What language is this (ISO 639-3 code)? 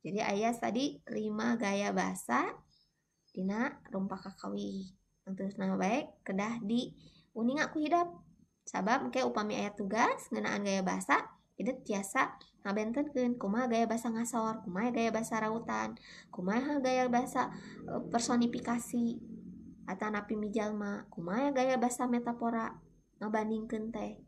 sun